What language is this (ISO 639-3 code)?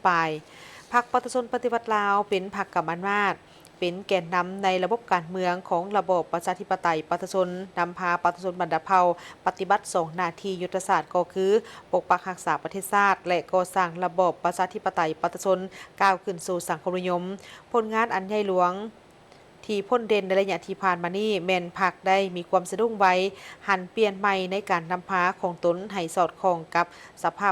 lao